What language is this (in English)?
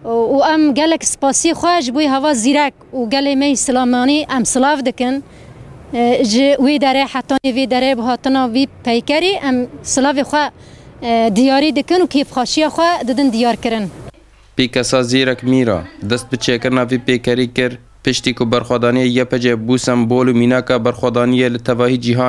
Kurdish